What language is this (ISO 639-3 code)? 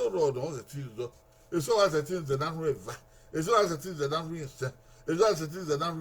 bin